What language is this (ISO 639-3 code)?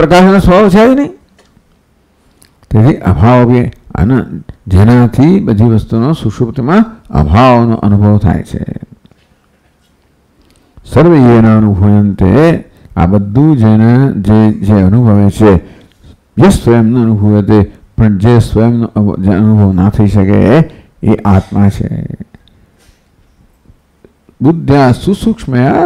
guj